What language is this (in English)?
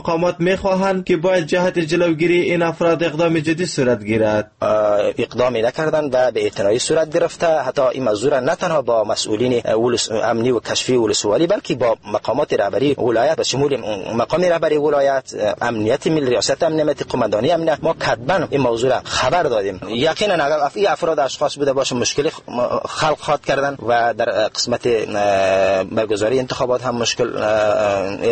Persian